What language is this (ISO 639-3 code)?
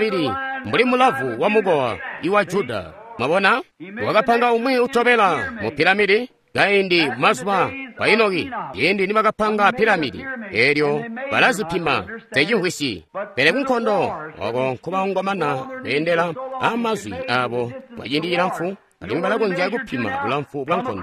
toi